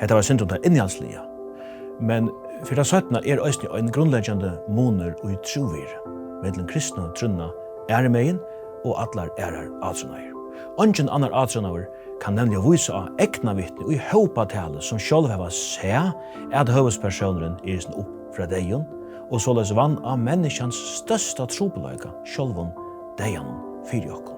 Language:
Faroese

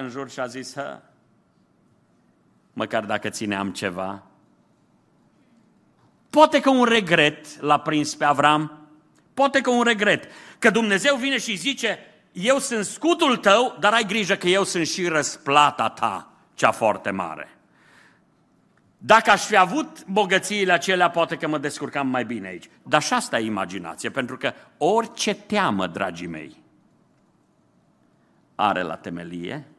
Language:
Romanian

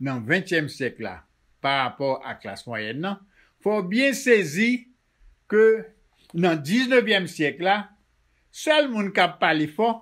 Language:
Haitian Creole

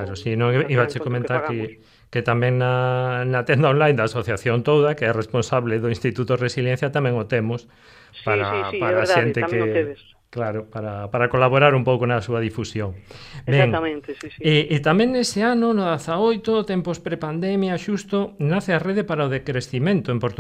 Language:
Galician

